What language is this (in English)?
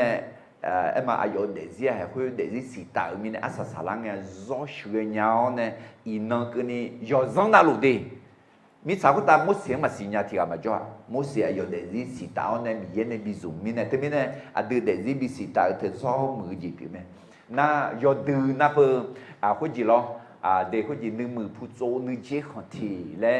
Akha